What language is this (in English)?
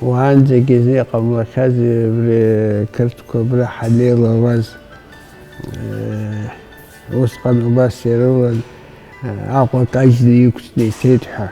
Abkhazian